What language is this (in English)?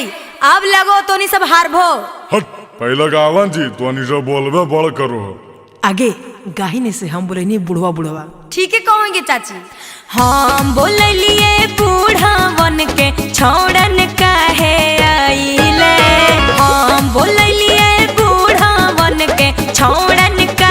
Magahi